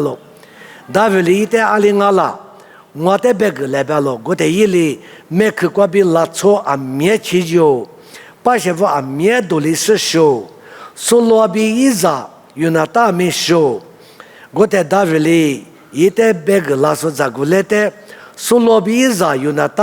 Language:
Lisu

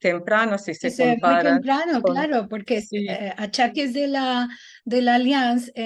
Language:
Ladino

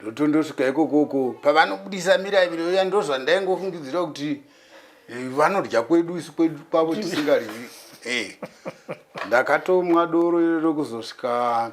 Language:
Shona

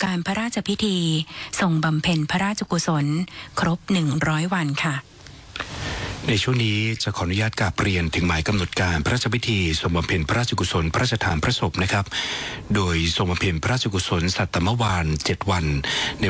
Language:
Thai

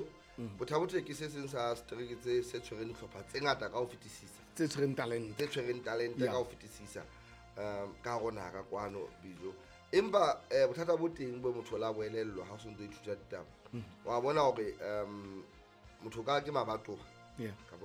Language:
Southern Sotho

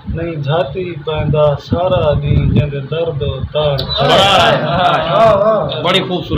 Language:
Saraiki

